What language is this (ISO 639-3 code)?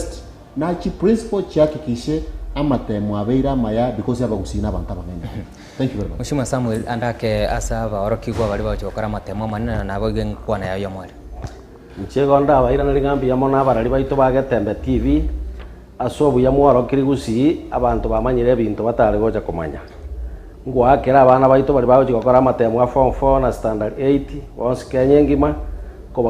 guz